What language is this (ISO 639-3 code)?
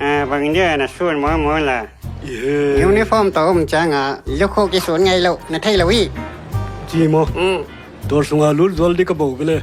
ctd